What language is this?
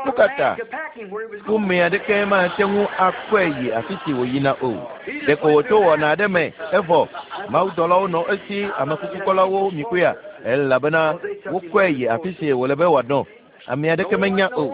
Ewe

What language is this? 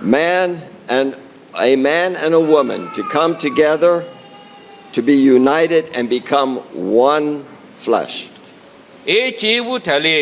Lisu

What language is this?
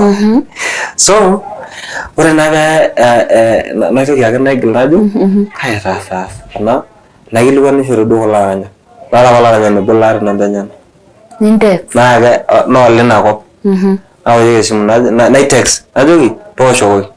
Masai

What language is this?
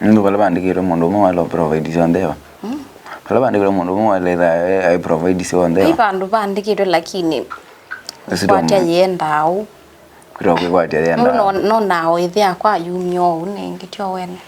Kamba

